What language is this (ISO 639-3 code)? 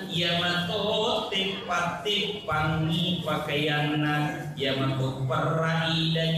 bug